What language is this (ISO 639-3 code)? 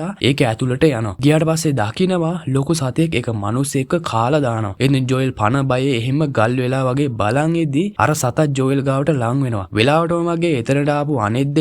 sin